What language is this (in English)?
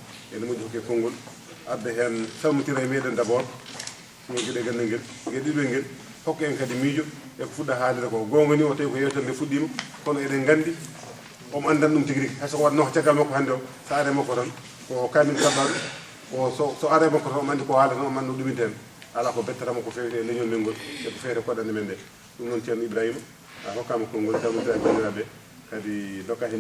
Fula